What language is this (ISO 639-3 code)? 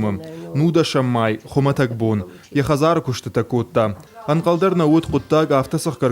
oss